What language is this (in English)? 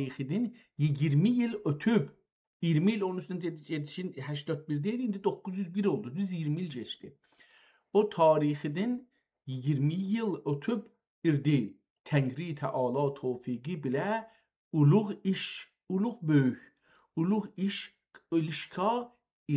South Azerbaijani